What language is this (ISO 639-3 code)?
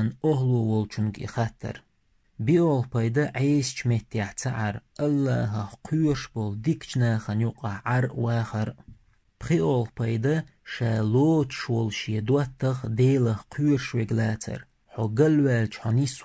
che